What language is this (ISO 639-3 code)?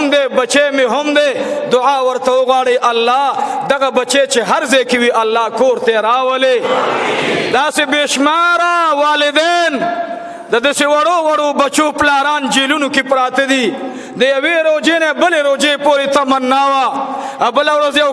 pus